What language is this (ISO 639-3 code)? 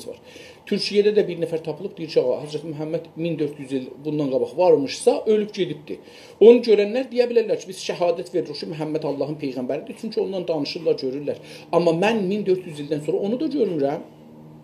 azb